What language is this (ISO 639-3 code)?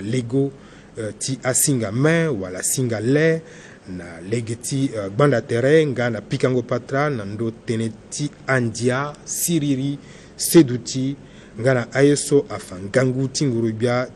sag